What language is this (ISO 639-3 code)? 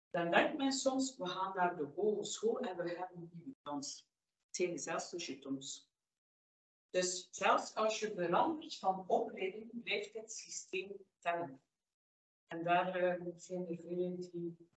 nld